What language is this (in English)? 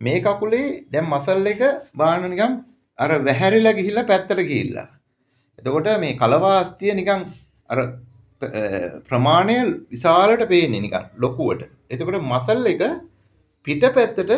Sinhala